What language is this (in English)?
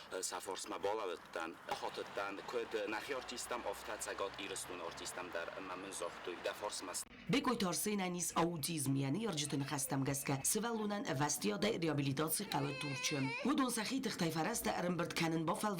Ossetic